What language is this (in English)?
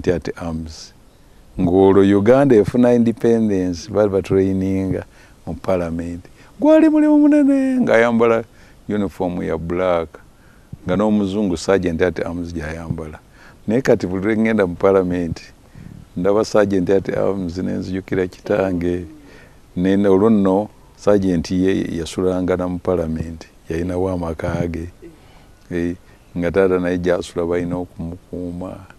Ganda